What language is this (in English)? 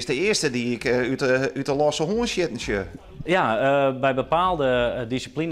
Western Frisian